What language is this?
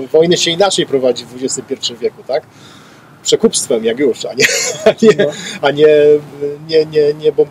Polish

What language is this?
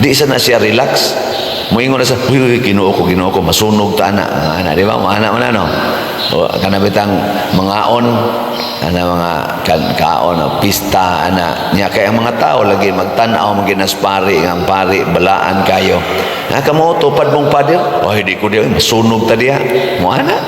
Cebuano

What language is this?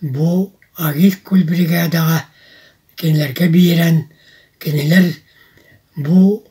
Yakut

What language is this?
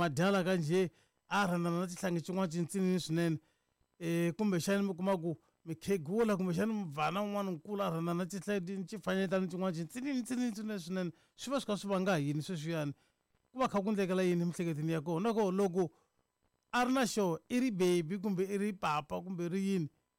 Tsonga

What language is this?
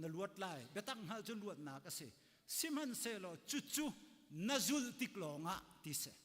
Hakha Chin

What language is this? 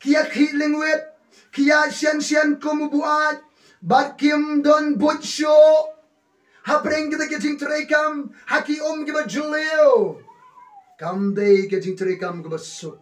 Khasi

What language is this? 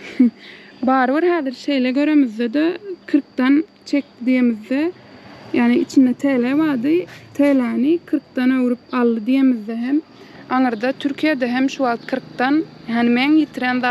Turkmen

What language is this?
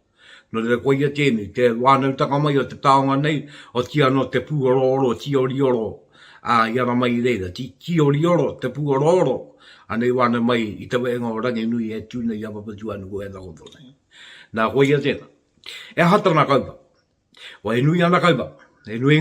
Māori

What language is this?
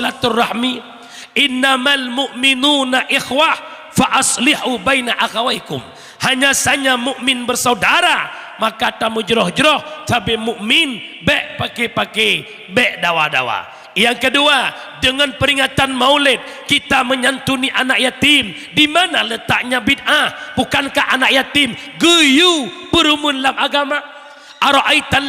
Achinese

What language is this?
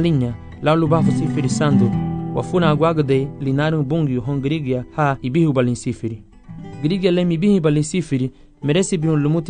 Garifuna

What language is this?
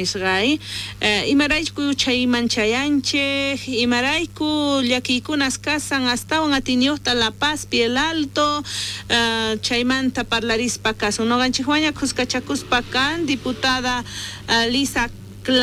South Bolivian Quechua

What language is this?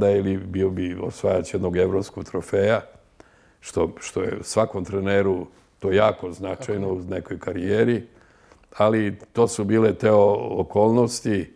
Serbian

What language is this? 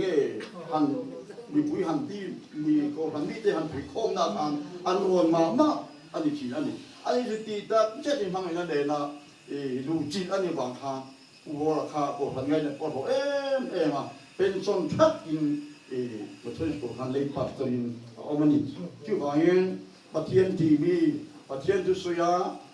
Mizo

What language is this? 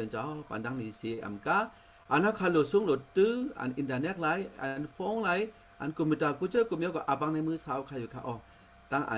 Shan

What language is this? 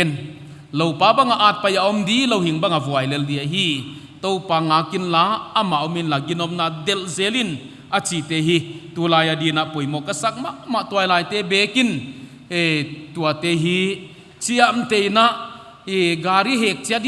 Paite Chin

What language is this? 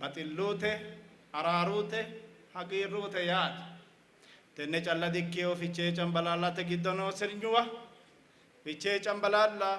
Sidamo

